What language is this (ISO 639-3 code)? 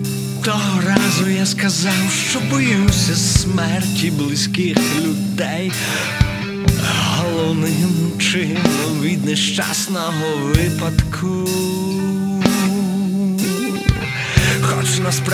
ukr